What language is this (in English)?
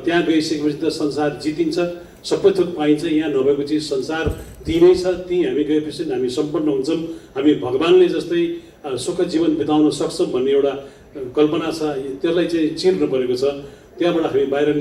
Nepali